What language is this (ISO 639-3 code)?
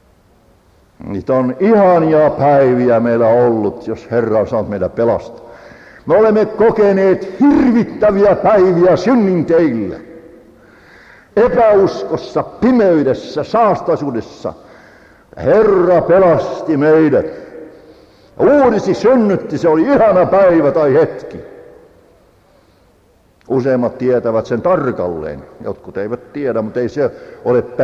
fin